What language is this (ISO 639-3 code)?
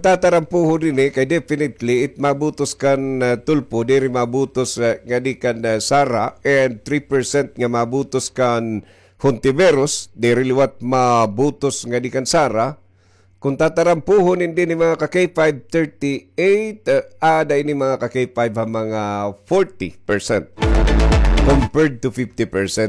war